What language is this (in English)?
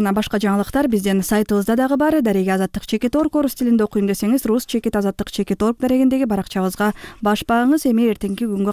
Kyrgyz